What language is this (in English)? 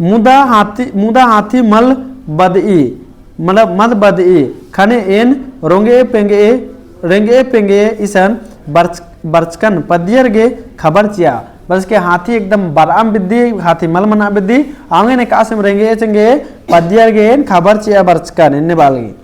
Kurukh